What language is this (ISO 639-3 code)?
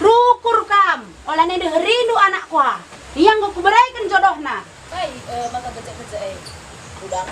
btx